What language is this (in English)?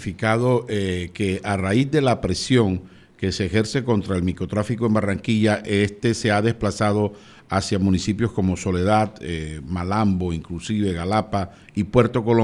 Spanish